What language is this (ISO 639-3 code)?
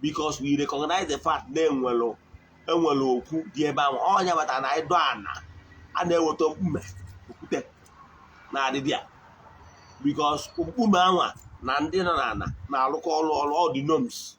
ibo